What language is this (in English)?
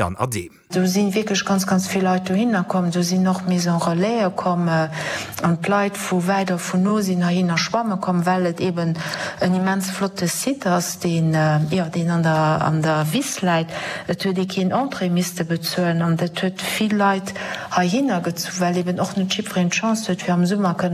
Luxembourgish